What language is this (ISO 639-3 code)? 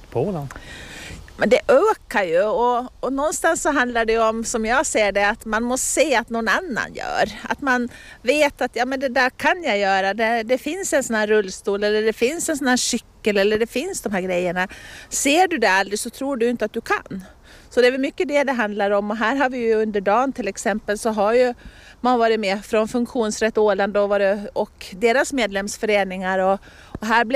swe